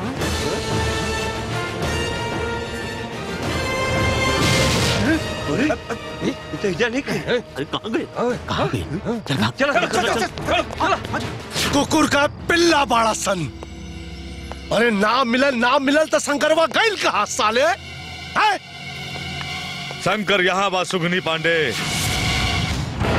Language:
Bhojpuri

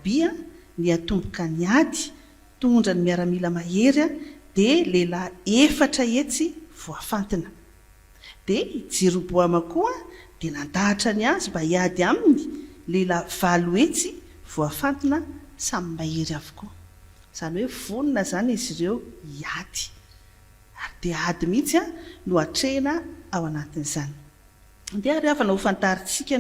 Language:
Malagasy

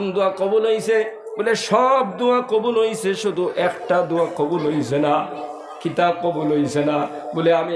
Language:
Sylheti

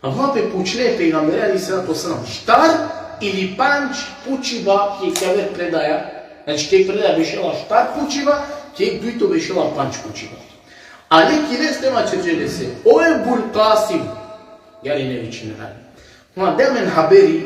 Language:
Balkan Romani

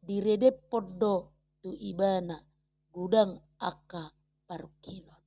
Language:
Batak Toba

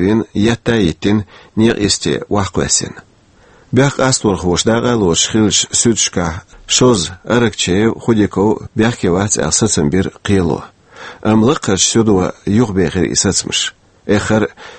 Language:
Chechen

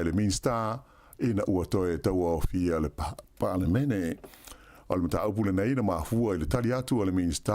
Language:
Samoan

